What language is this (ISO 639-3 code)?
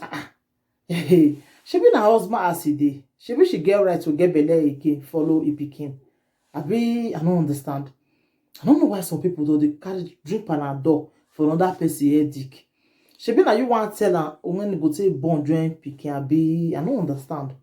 pcm